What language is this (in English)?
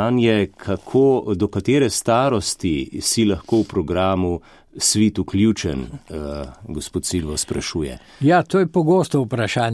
Slovenian